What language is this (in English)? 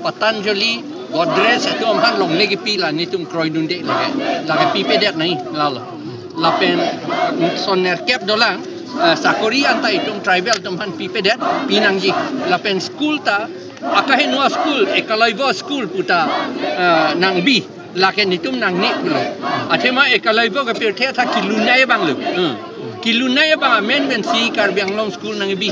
Karbi